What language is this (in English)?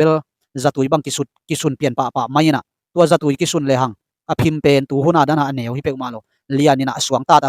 Tedim Chin